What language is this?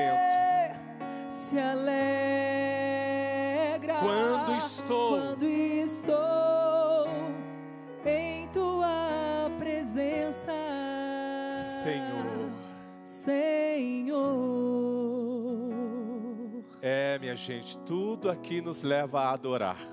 Portuguese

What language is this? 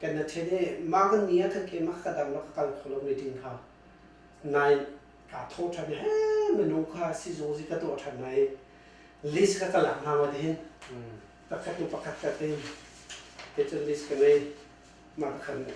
Hakha Chin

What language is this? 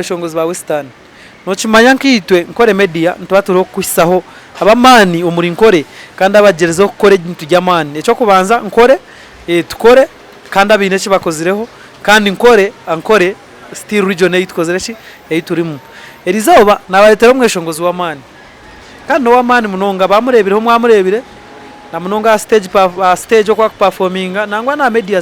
Nyankole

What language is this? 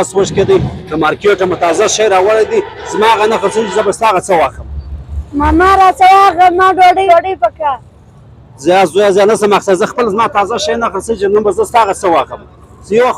Pashto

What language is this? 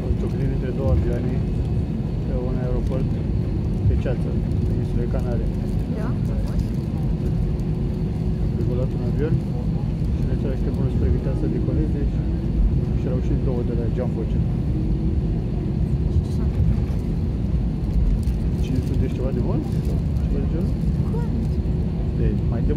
Romanian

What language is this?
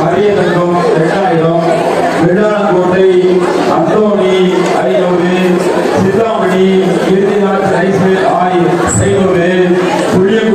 Tamil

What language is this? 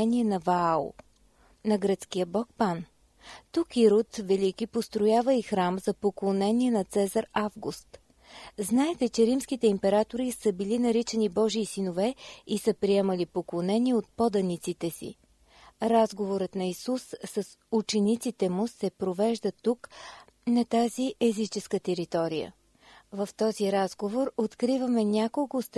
Bulgarian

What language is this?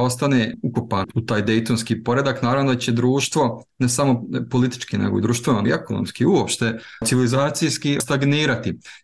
Bosnian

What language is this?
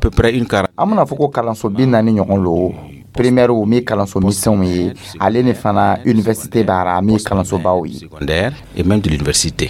Dyula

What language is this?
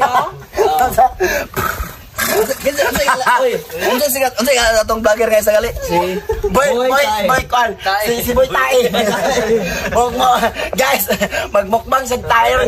Cebuano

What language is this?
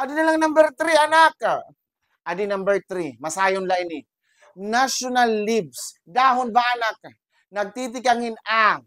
Waray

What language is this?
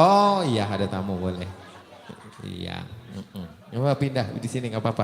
Betawi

